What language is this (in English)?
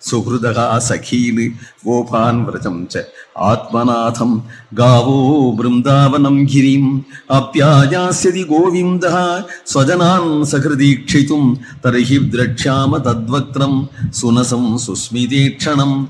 Sanskrit